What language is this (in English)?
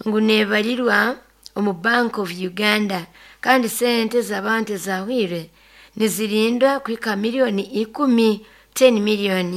Nyoro